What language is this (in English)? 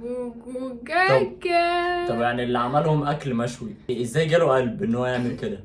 Egyptian Arabic